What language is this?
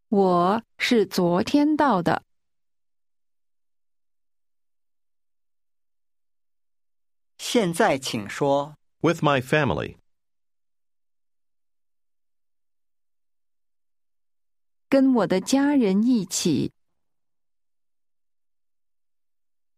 Chinese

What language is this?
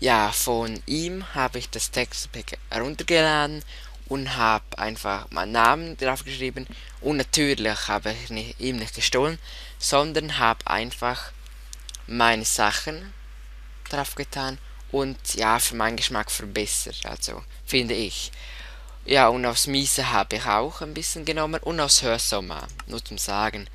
Swiss German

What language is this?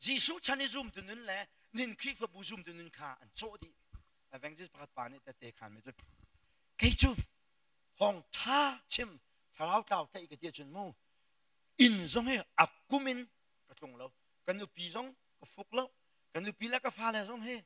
Hakha Chin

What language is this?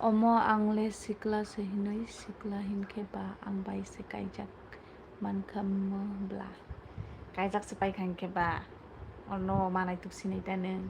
Kok Borok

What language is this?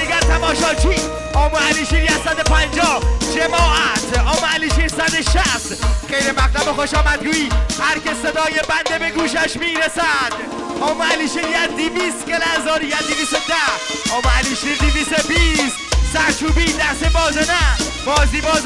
Persian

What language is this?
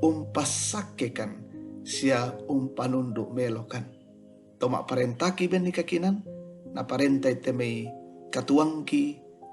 Toraja-Sa'dan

